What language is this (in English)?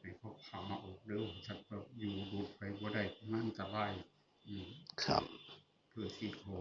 Northeastern Thai